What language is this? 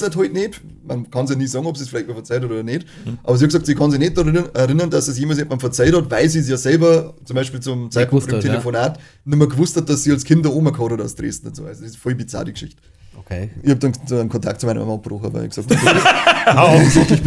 Bavarian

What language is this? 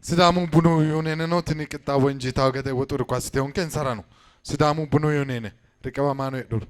Sidamo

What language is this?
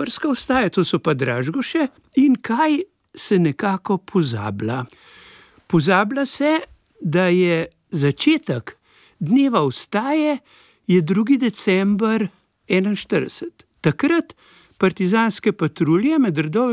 Slovenian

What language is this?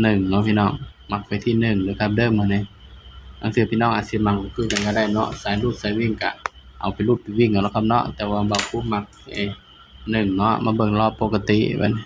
Northeastern Thai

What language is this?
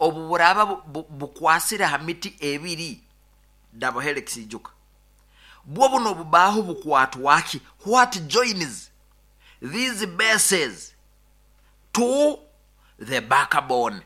Nyoro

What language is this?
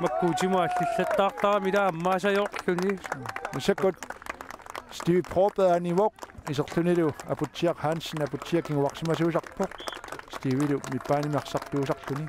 Kalaallisut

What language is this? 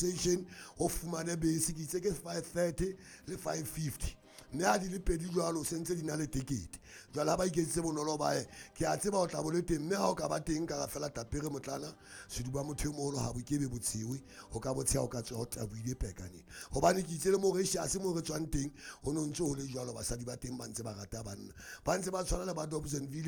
Southern Sotho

